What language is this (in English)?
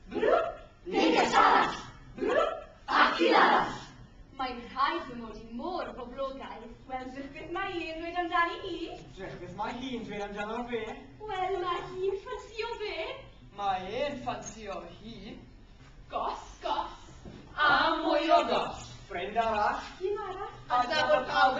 Welsh